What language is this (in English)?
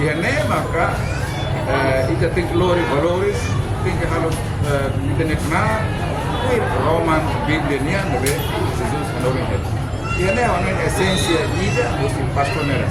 Tetum